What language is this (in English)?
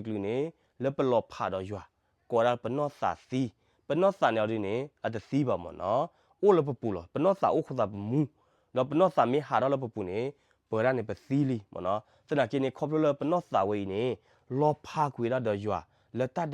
S'gaw Karen